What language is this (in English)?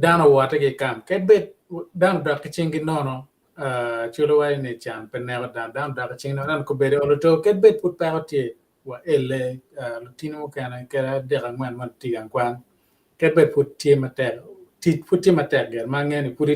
Acoli